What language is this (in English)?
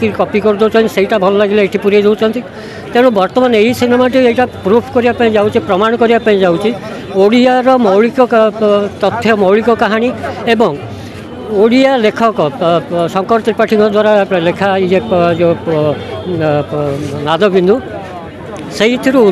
Odia